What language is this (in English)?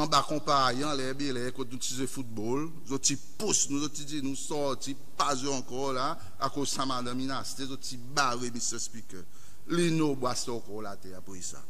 Seselwa Creole French